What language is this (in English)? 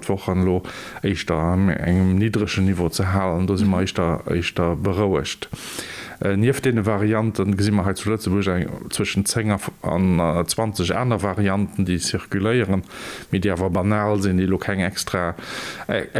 Luxembourgish